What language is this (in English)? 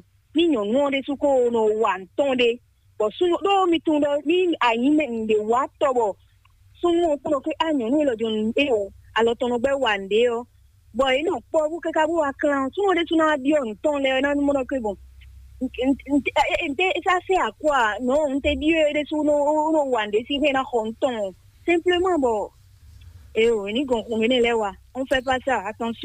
Fon